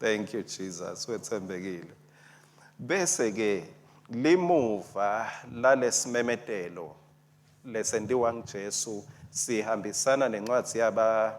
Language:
Swati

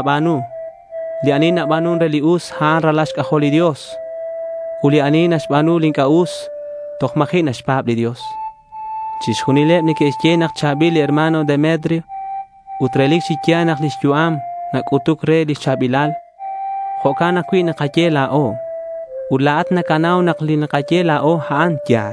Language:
Kekchí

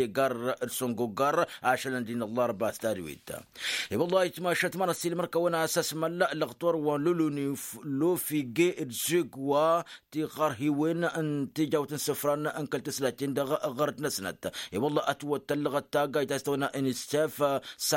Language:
Tamasheq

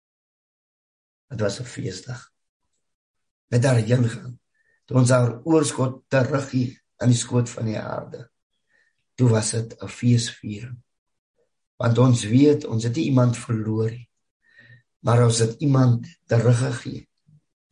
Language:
Afrikaans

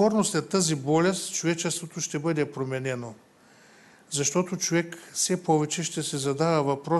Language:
Bulgarian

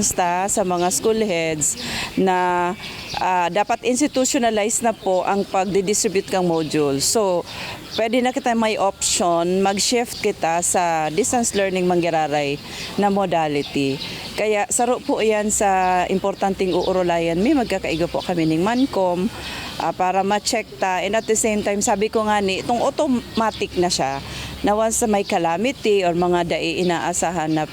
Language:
Bikol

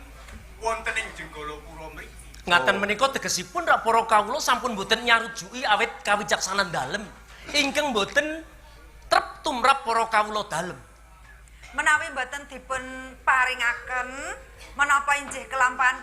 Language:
Javanese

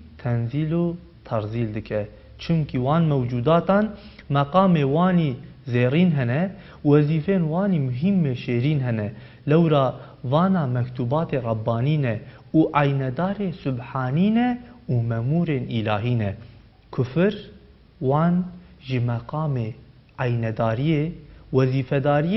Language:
Kurdish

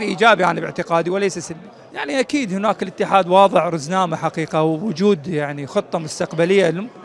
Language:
Mesopotamian Arabic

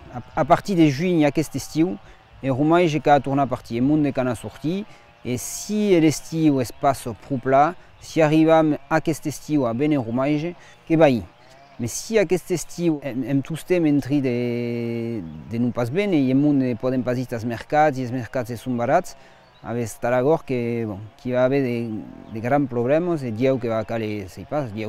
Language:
Occitan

